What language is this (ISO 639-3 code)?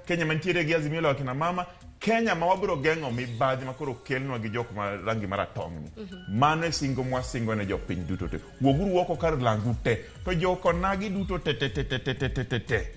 luo